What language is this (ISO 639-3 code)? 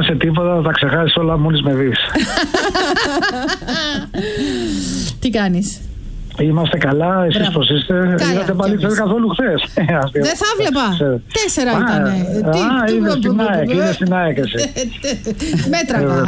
ell